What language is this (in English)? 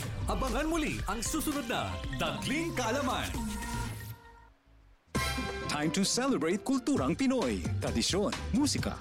Filipino